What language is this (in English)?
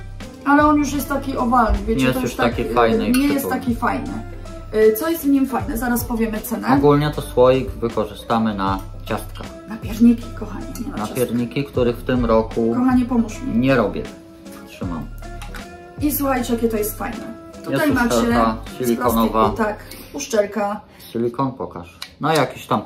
Polish